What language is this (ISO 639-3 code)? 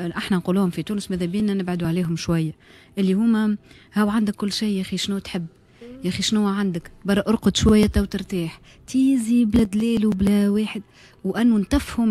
aeb